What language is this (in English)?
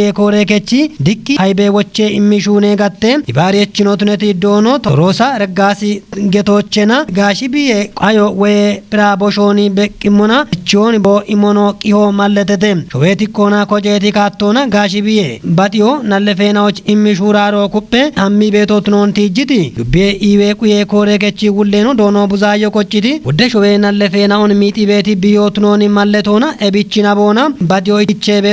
Kafa